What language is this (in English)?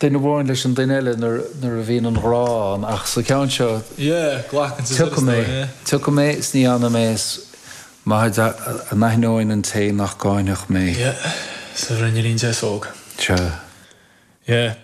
Irish